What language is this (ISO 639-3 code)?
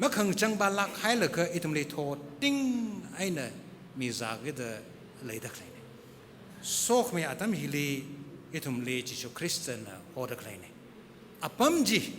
nmf